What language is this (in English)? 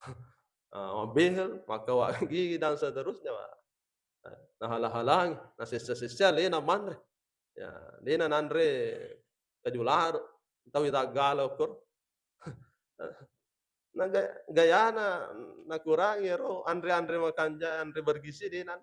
Buginese